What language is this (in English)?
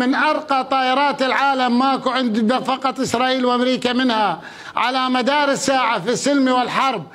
Mesopotamian Arabic